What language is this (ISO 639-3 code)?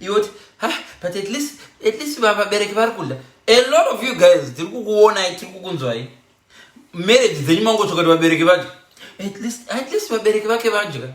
sna